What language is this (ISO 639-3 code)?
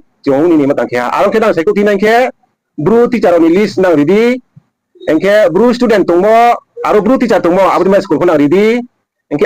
ria